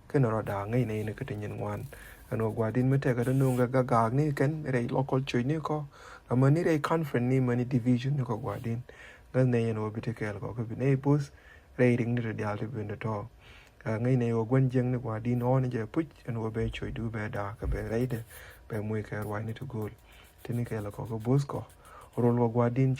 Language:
Nuer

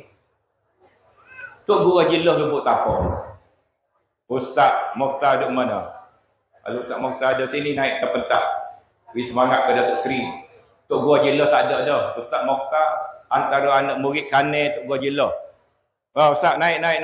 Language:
Malay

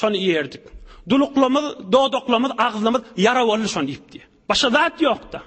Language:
Turkmen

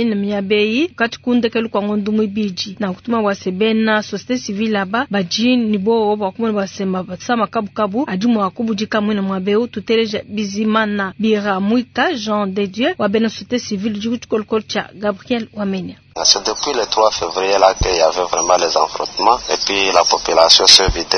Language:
Luba-Lulua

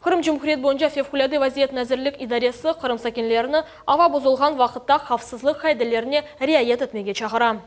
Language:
Crimean Tatar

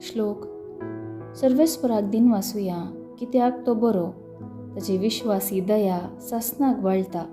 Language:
Konkani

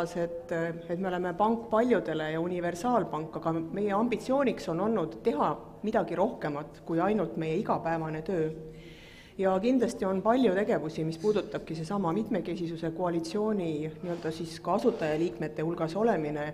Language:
Estonian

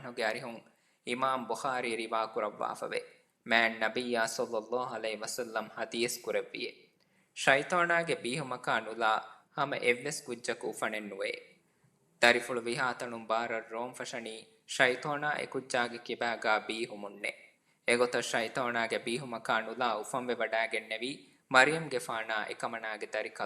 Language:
Divehi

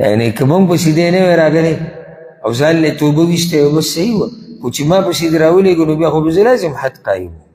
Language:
Pashto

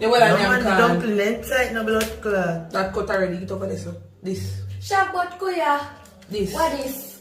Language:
Jamaican Creole English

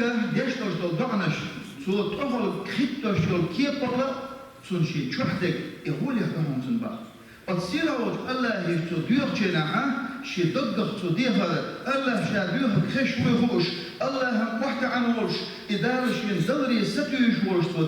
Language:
Chechen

